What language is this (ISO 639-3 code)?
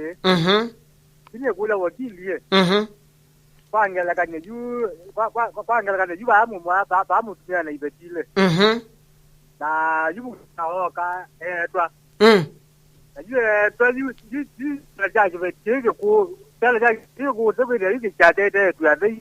kam